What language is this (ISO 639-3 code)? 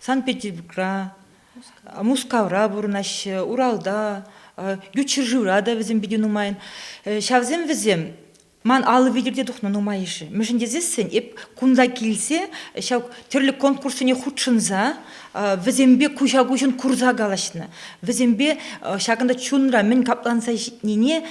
chv